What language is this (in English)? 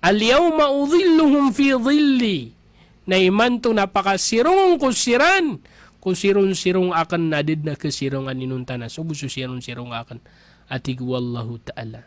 Maranao